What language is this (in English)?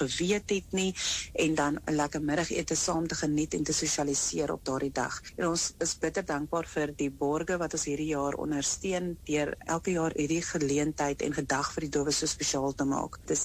Afrikaans